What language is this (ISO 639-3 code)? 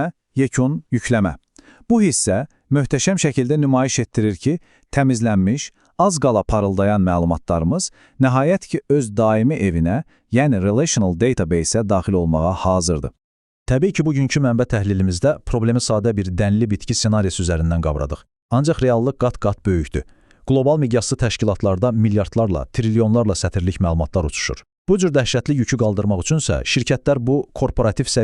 aze